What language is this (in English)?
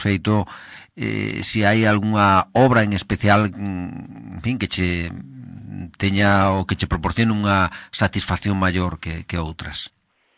Galician